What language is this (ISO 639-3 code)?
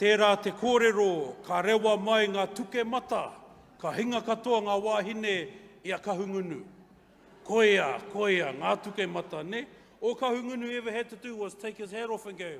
mri